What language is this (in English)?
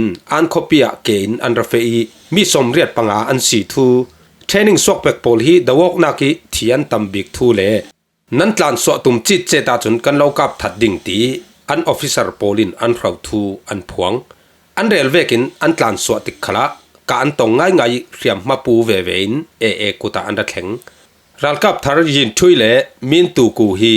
Falam Chin